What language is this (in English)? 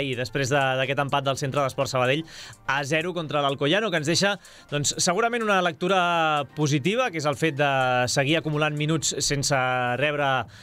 Catalan